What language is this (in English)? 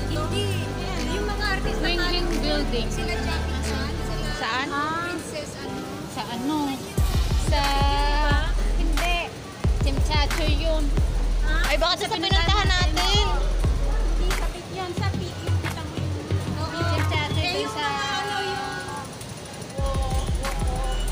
Filipino